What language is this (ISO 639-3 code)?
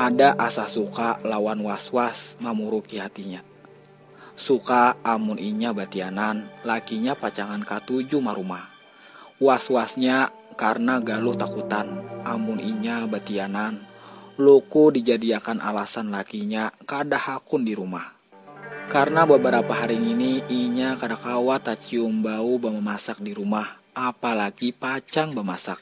bjn